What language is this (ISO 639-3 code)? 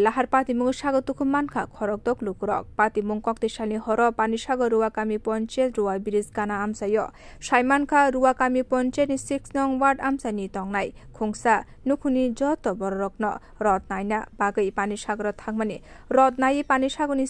trp